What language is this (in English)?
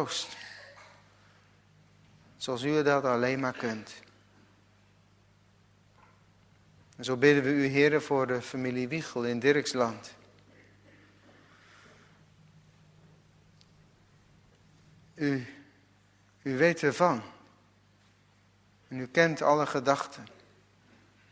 Dutch